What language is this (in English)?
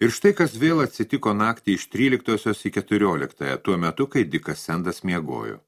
Lithuanian